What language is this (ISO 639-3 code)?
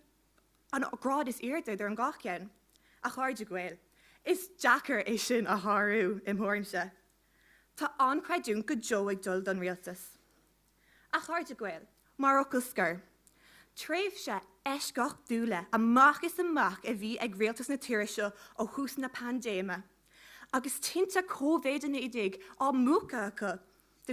gle